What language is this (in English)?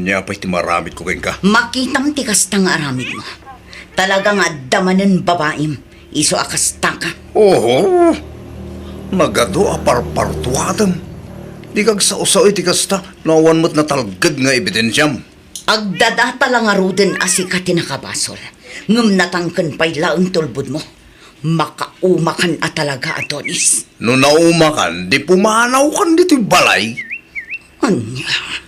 Iloko